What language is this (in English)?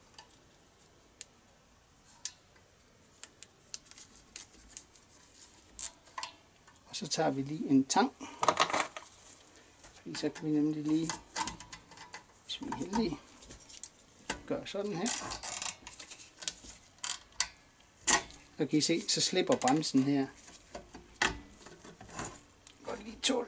Danish